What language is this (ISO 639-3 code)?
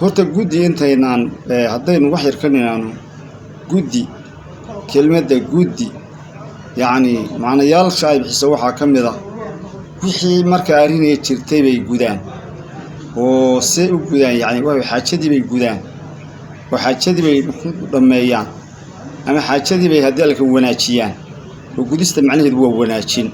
som